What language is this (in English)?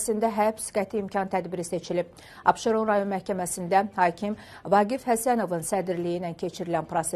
Azerbaijani